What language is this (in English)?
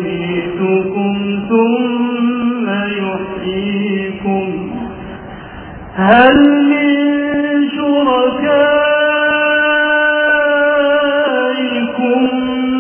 Arabic